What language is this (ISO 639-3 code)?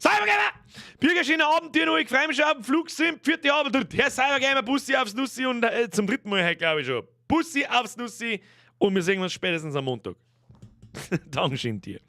bar